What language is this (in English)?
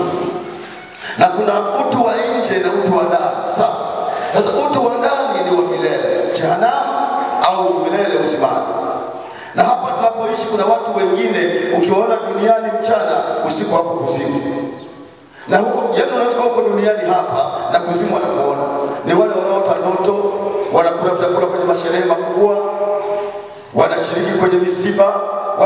Swahili